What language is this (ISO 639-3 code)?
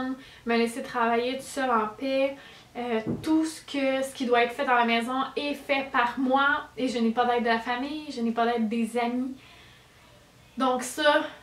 fra